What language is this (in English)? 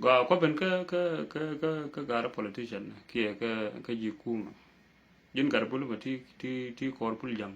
Nuer